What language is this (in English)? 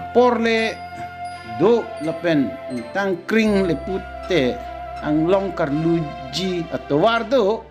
Karbi